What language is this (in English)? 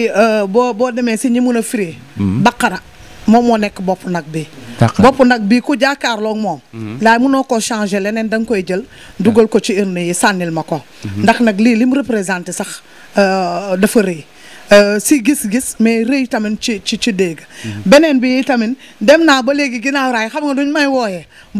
Wolof